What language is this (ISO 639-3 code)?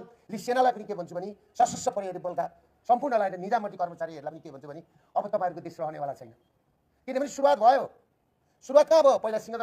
nep